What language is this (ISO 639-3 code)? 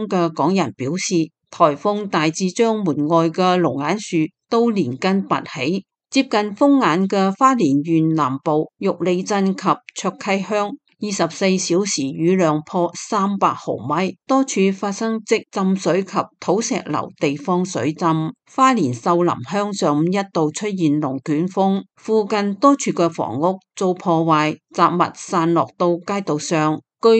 yue